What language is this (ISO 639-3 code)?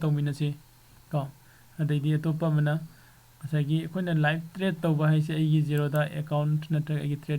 mni